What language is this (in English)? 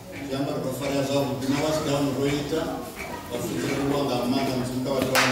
Venda